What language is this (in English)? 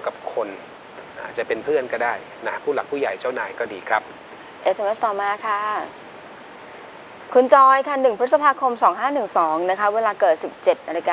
Thai